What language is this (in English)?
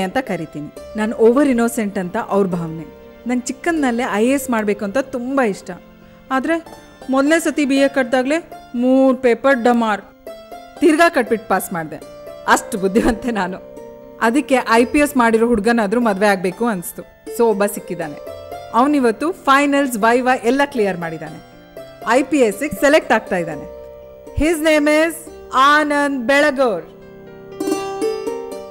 Kannada